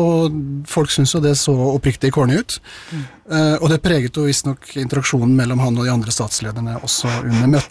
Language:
Norwegian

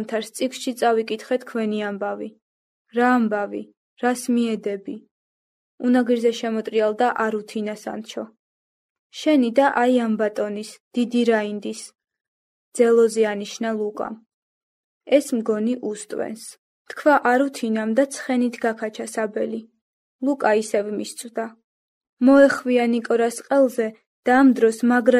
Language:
Georgian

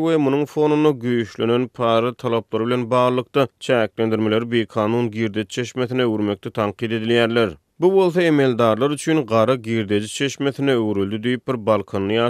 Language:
Turkmen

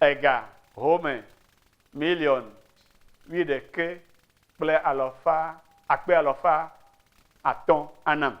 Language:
Ewe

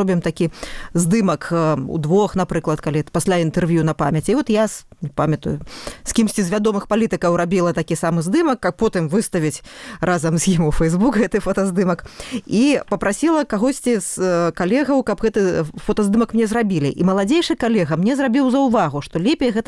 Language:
Belarusian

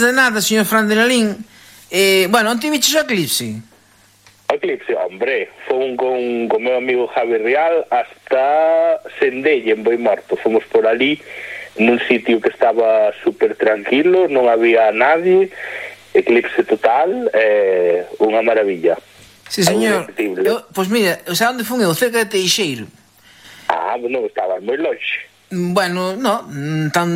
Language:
Galician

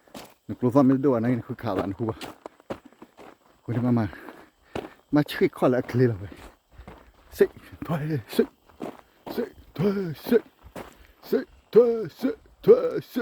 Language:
S'gaw Karen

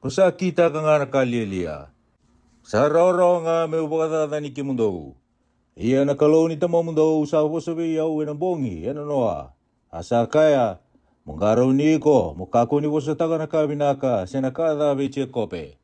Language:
Fijian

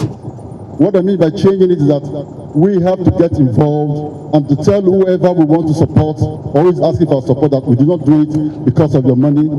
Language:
Nigerian Pidgin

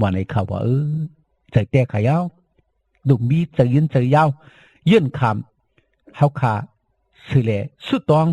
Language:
Shan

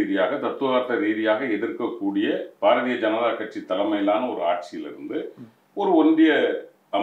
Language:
Tamil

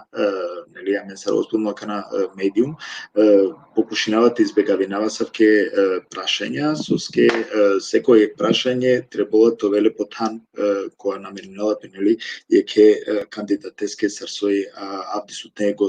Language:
Balkan Romani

